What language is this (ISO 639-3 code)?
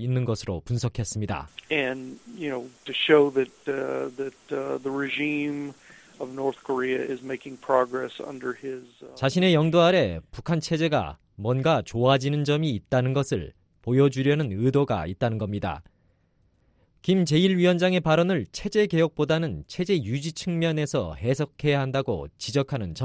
kor